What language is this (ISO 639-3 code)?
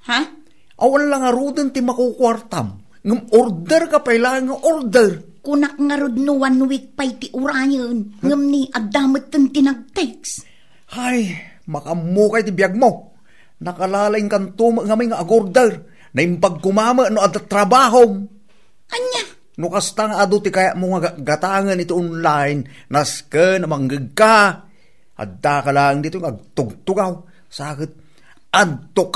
ilo